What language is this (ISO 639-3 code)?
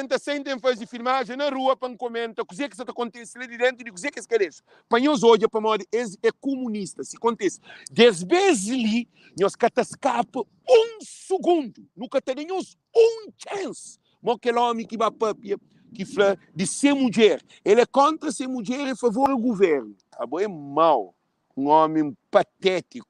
kea